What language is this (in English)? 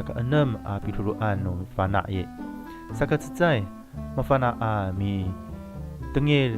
Amis